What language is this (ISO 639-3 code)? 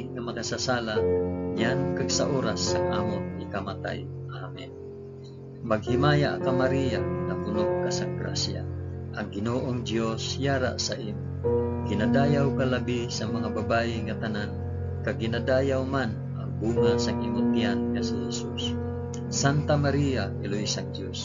hil